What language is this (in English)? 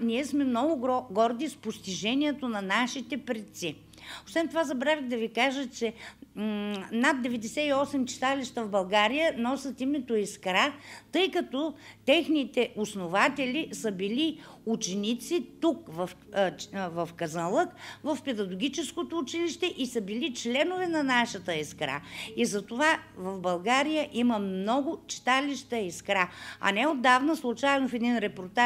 Bulgarian